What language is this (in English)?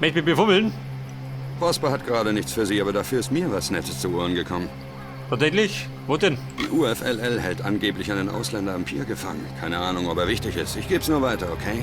Bavarian